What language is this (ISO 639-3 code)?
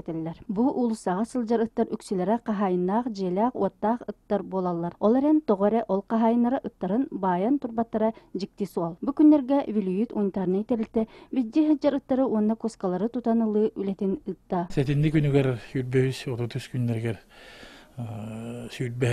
sah